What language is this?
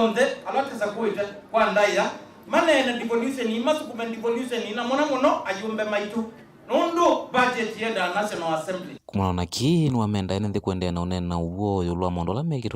Kamba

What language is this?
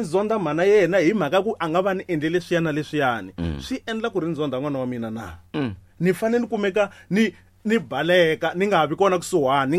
Tsonga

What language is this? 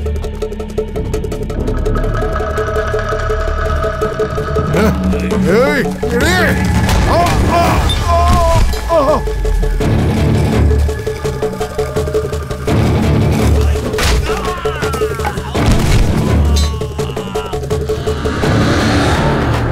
Malayalam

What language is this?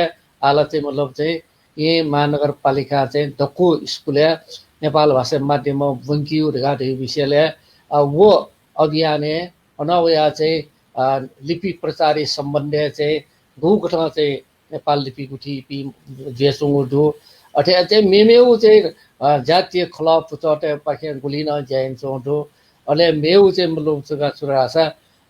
Newari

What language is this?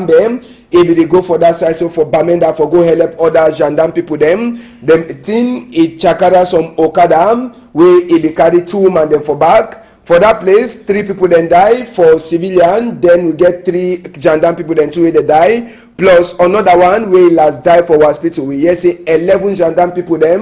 Cameroon Pidgin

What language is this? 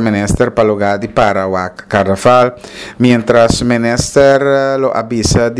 Papiamento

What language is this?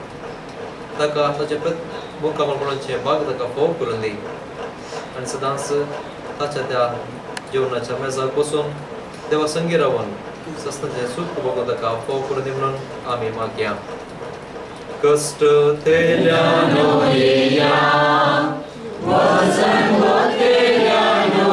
Konkani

